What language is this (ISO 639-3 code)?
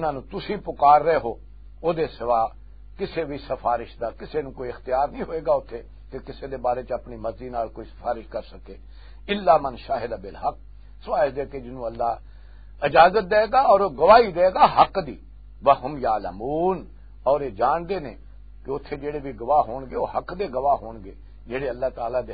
lah